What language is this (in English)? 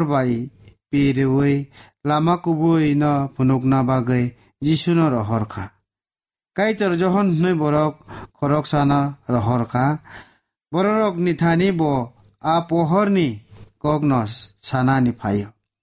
Kok Borok